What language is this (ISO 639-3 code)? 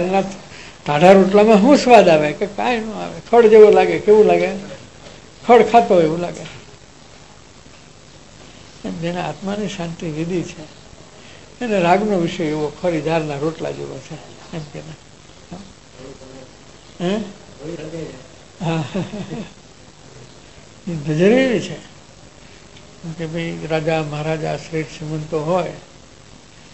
guj